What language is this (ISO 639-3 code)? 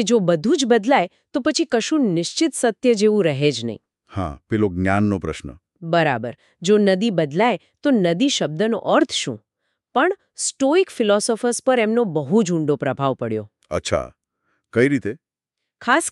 guj